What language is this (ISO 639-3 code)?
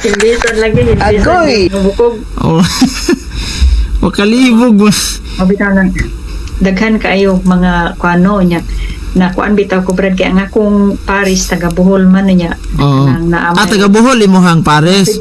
ceb